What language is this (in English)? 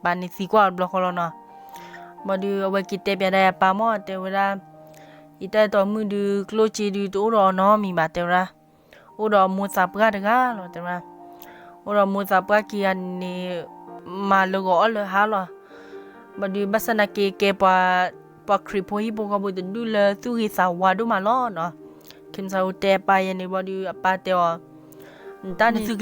S'gaw Karen